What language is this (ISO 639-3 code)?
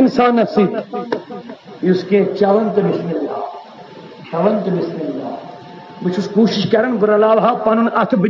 kas